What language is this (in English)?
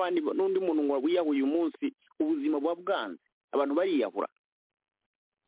Kinyarwanda